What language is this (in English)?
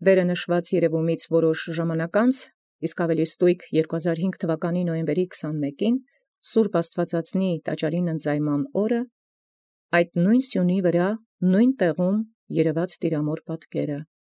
Armenian